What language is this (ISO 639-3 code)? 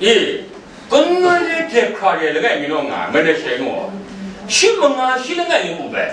kac